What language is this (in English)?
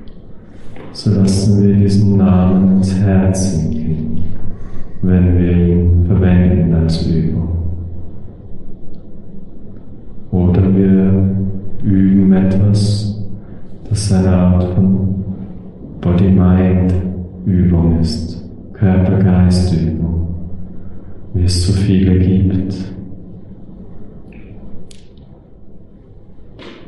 German